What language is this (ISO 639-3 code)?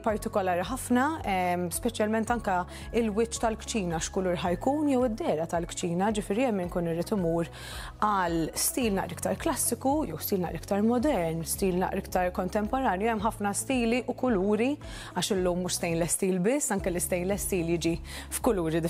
mlt